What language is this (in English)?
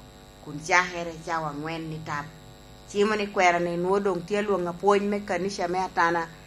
Lango (Uganda)